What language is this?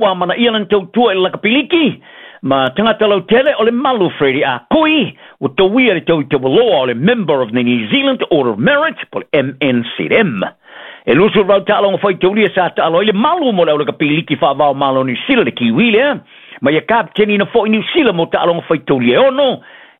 Samoan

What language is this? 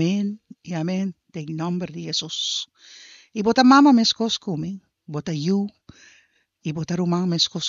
Papiamento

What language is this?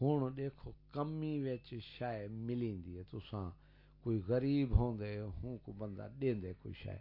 Saraiki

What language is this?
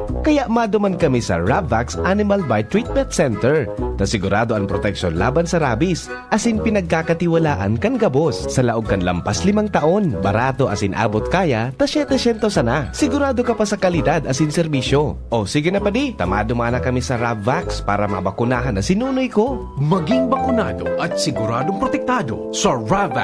Bikol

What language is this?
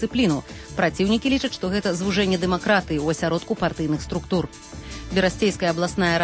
Belarusian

